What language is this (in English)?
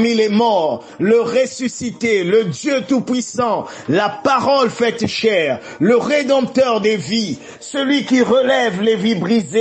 French